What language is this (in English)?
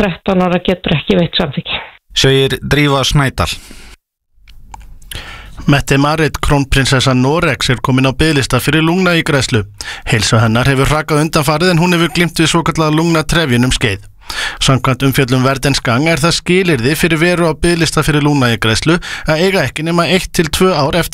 Icelandic